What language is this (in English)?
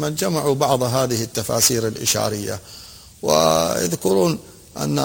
Arabic